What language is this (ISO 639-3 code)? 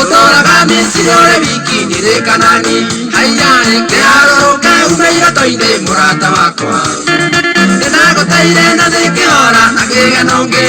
kik